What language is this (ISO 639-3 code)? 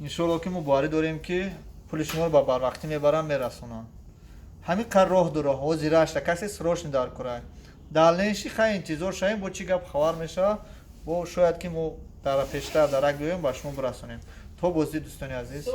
tgk